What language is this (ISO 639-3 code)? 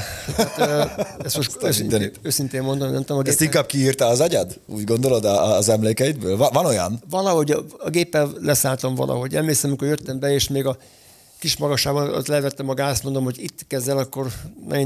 hun